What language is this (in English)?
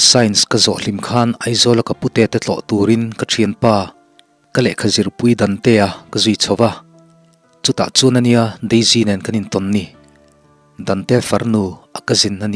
Mizo